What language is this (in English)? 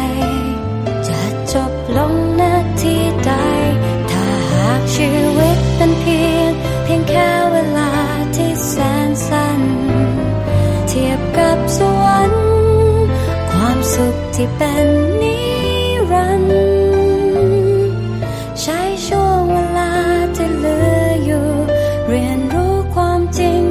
Thai